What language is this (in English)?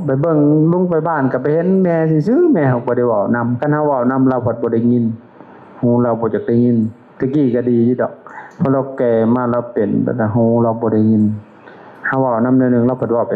Lao